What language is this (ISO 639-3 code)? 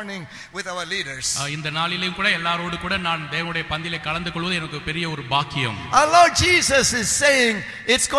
tam